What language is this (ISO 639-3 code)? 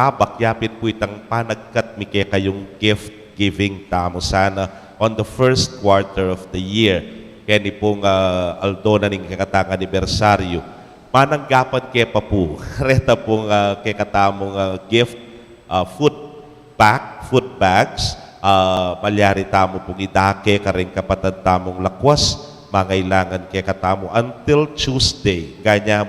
pam